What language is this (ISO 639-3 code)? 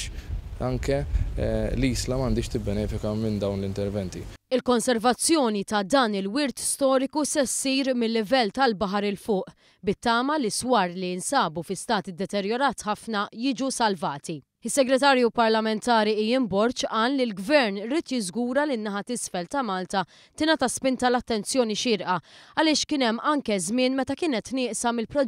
mlt